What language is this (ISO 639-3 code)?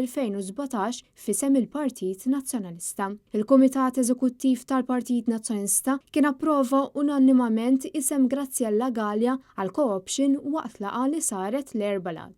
mlt